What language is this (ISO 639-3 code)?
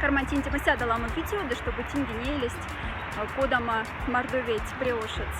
mdf